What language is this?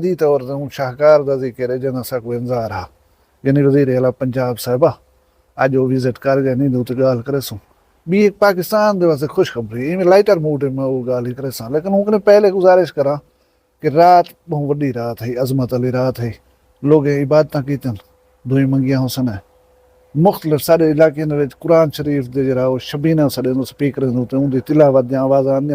Saraiki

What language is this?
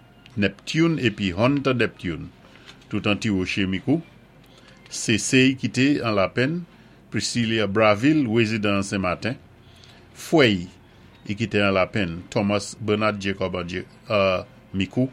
Saint Lucian Creole French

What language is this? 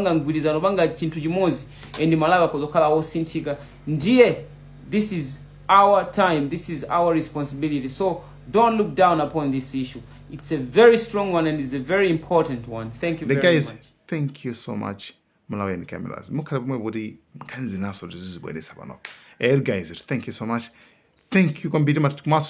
Nyanja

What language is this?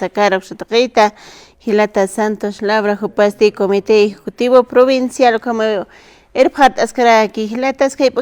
Aymara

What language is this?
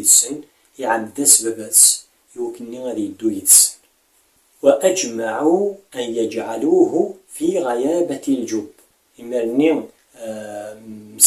Kabyle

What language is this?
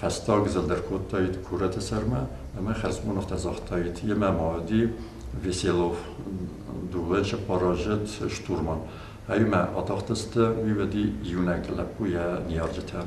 Ossetic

